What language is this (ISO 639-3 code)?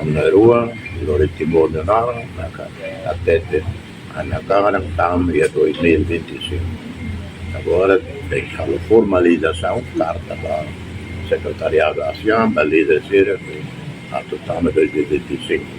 tet